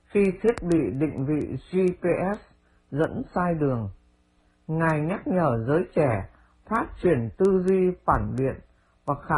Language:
Vietnamese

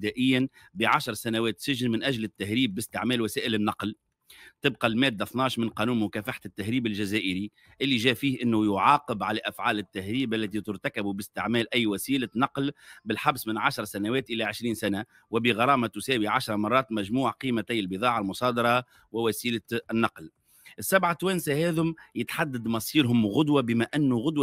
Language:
Tunisian Arabic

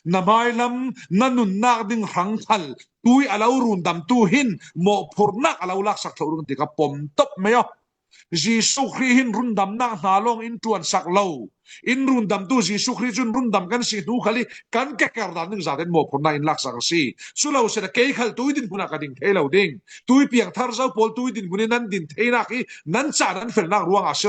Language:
Falam Chin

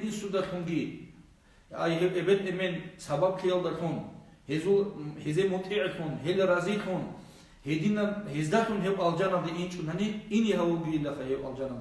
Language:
Avaric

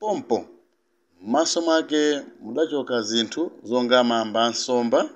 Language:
Nyanja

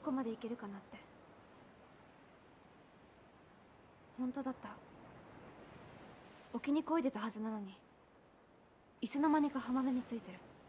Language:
Japanese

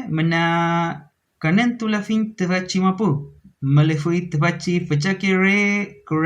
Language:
Mapuche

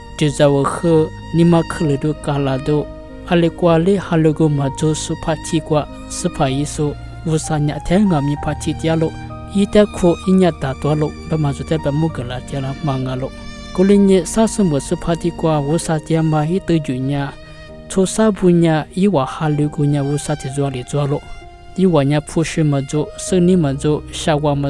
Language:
Lisu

